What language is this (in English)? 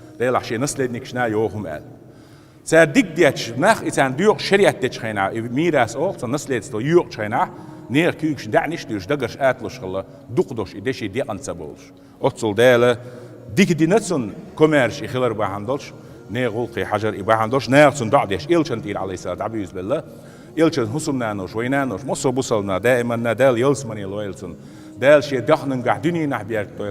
Chechen